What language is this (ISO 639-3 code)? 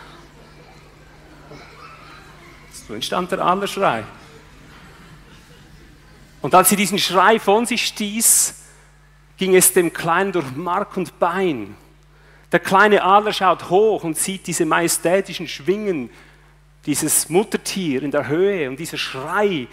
deu